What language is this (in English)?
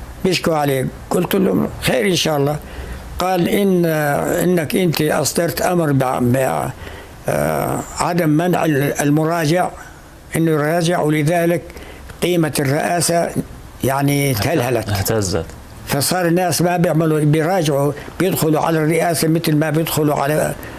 North Levantine Arabic